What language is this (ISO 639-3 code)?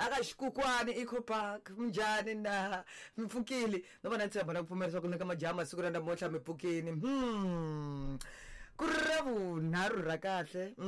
tso